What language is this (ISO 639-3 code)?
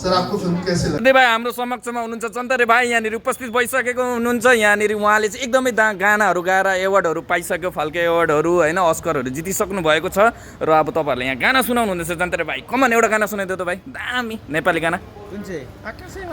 nep